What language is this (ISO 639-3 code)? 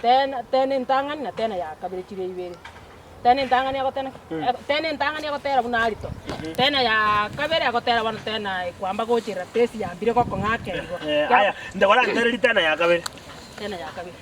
guz